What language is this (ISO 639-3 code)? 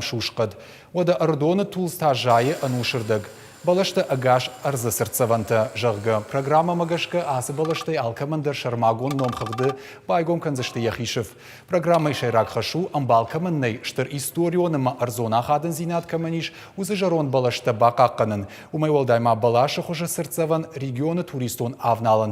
oss